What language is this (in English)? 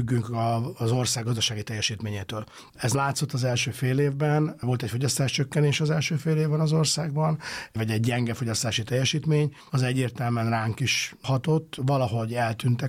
Hungarian